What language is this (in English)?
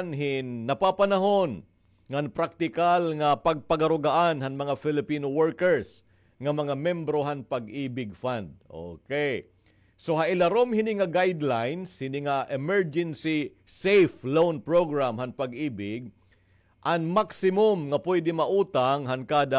Waray